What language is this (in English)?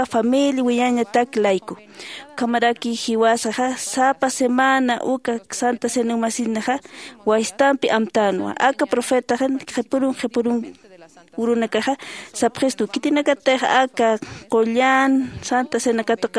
Aymara